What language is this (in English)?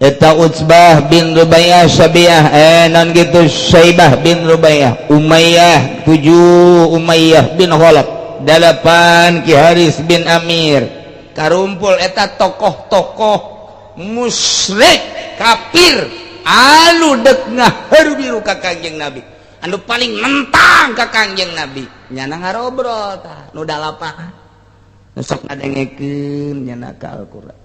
Sundanese